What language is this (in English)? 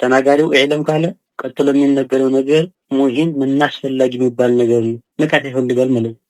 Amharic